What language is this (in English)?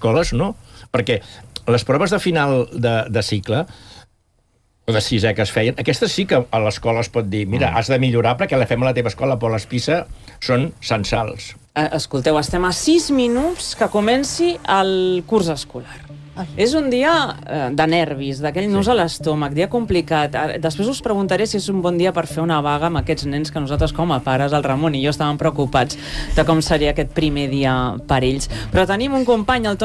Catalan